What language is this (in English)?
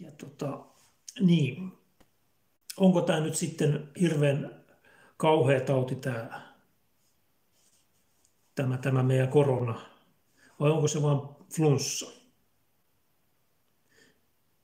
Finnish